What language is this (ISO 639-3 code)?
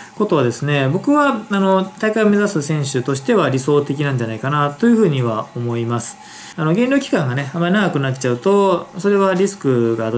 jpn